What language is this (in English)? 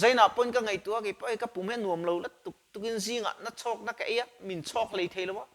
Mizo